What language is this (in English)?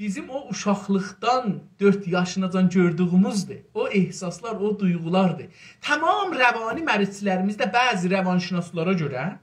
South Azerbaijani